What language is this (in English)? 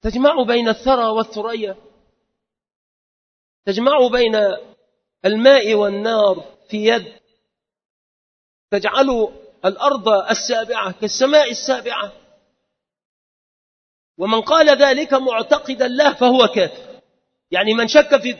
Arabic